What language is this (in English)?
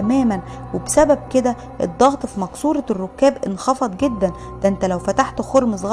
Egyptian Arabic